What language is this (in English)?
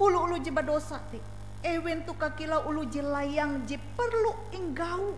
Ngaju